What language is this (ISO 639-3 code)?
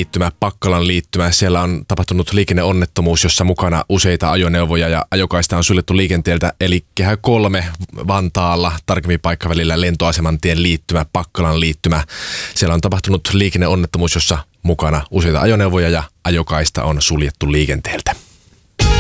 fin